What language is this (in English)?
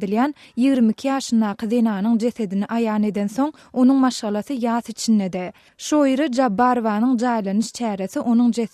Turkmen